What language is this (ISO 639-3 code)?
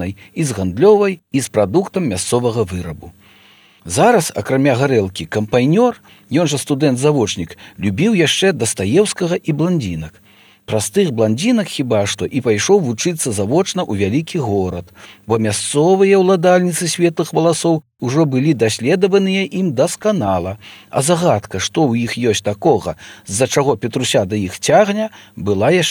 bel